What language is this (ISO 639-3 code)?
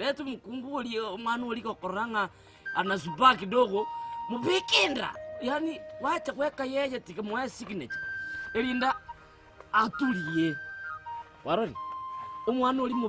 guz